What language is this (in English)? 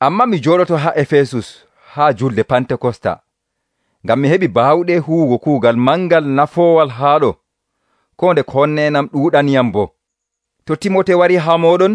Nigerian Fulfulde